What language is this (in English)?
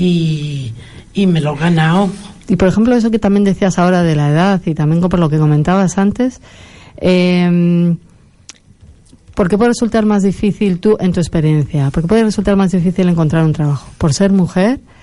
Spanish